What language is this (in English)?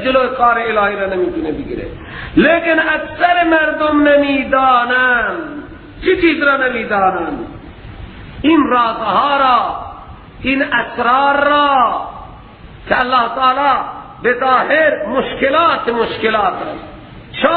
Persian